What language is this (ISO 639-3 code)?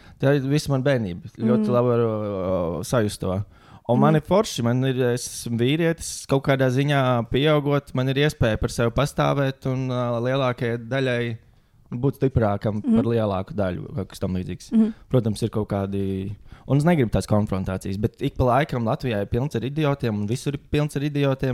lav